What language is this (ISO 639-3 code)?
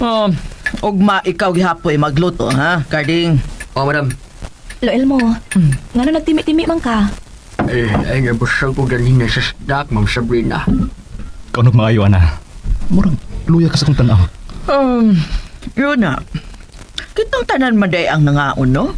ceb